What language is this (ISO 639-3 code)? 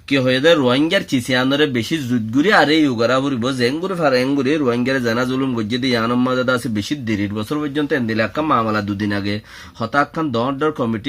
rhg